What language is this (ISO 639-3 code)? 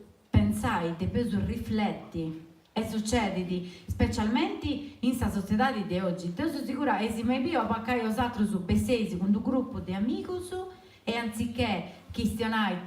srd